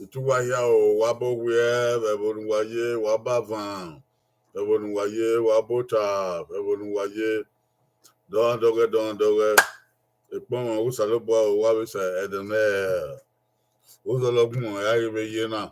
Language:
Bini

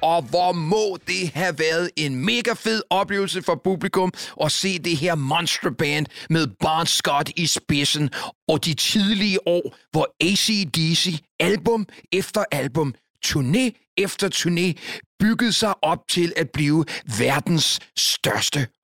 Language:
Danish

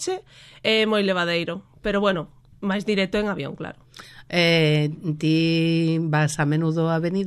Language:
Galician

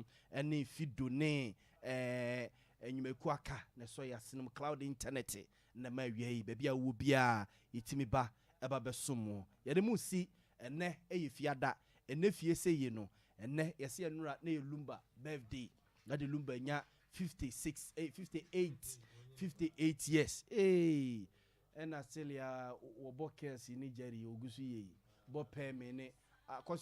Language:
Akan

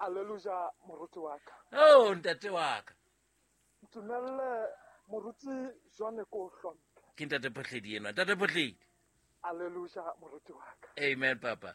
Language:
Southern Sotho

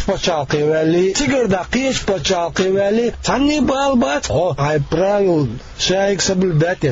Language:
Chechen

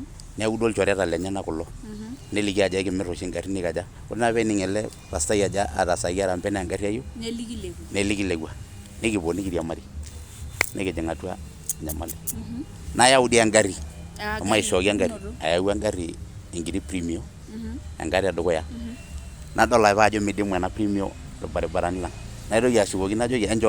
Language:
Masai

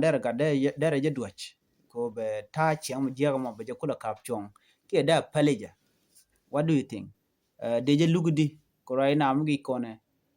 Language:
Nuer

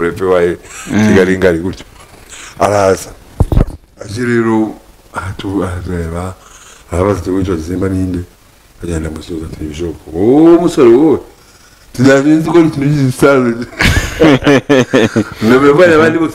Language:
Kinyarwanda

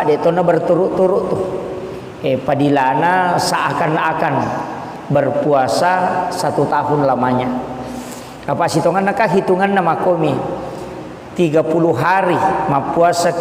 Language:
Buginese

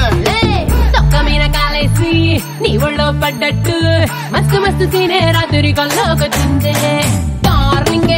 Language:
Telugu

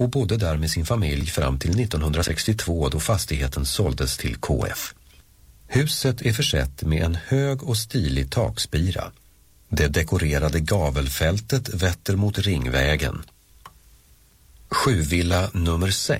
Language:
Swedish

